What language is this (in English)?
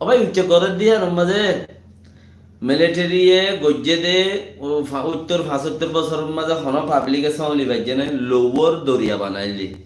Rohingya